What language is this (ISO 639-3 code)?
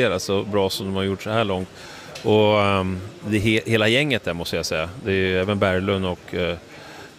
swe